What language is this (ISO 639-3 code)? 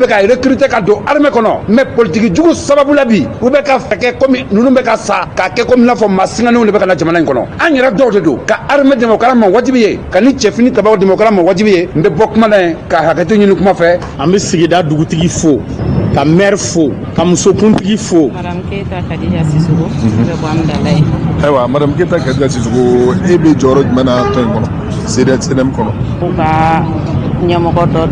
bam